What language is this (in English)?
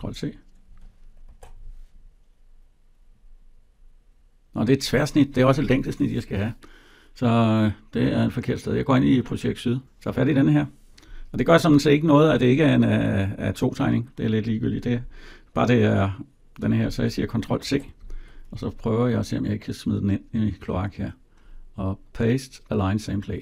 Danish